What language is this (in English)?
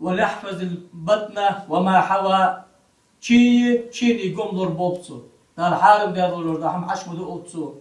Ingush